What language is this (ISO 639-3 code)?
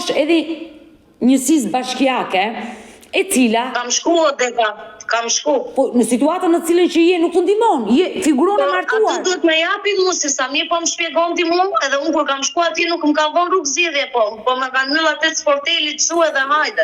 sqi